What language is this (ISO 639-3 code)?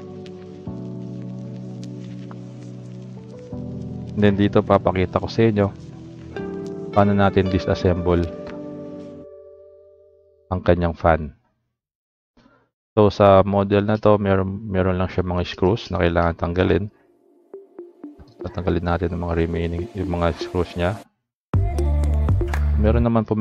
fil